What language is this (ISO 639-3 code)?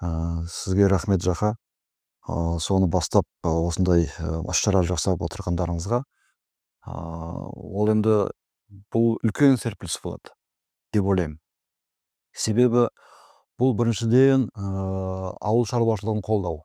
kaz